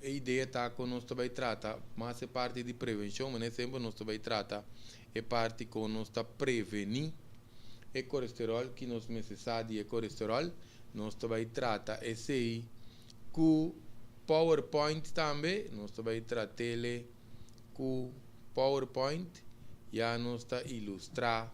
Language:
Papiamento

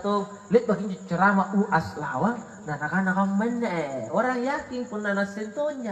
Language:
Makasar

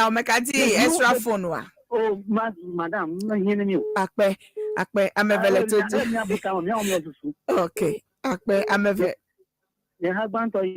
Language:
Ewe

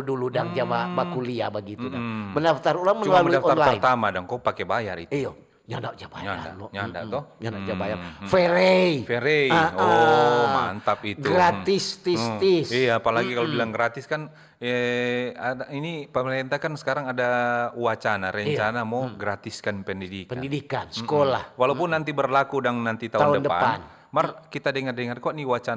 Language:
Manado Malay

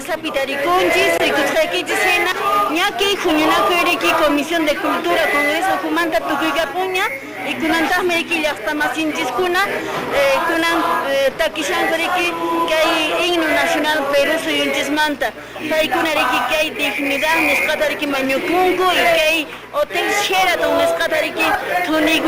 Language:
Quechua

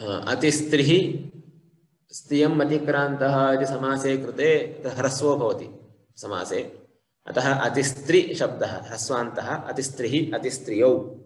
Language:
Sanskrit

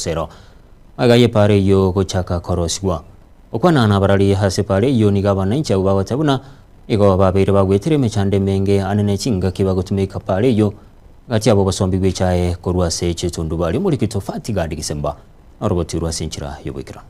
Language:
Gusii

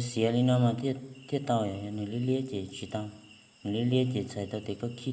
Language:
Hmong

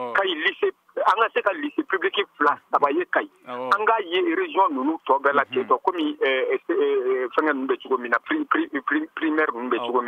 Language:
Bambara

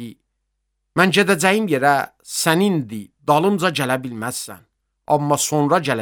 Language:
Azerbaijani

